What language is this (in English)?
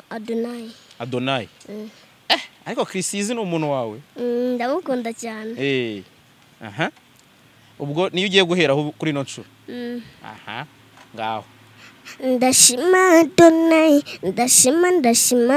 Kinyarwanda